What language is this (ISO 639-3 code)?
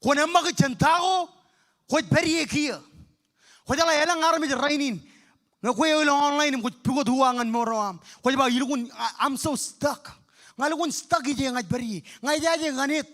mah